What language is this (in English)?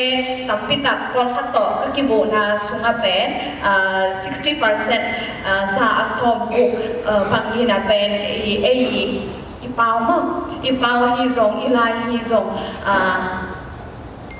Tedim Chin